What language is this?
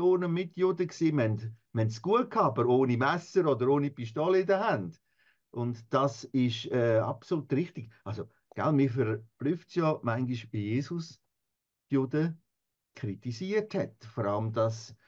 Swiss German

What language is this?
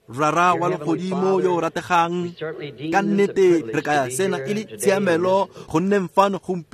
Tswana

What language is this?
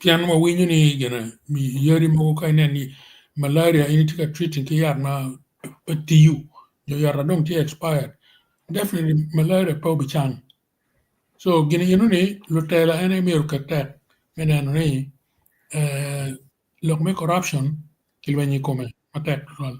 Acoli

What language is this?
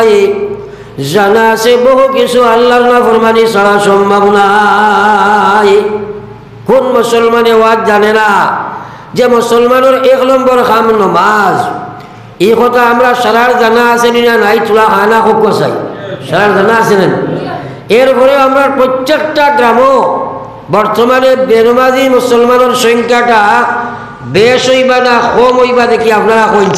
Sylheti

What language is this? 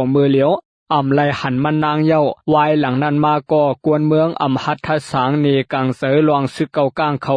Shan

